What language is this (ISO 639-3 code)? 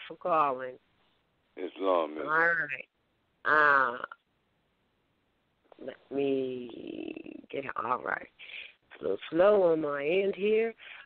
eng